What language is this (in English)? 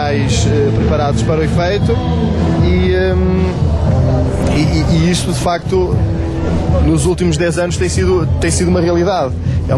Portuguese